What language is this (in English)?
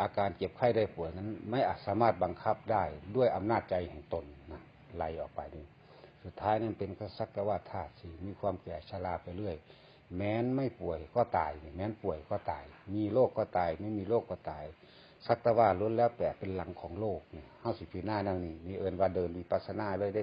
Lao